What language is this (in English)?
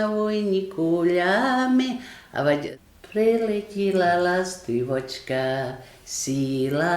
Rusyn